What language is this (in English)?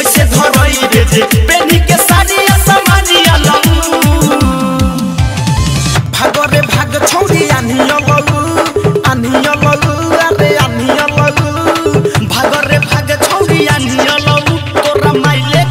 Bhojpuri